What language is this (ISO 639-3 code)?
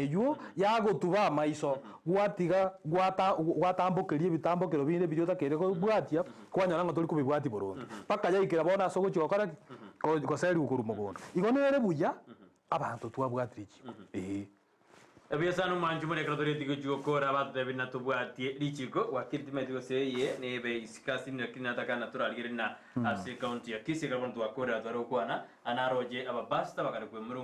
guz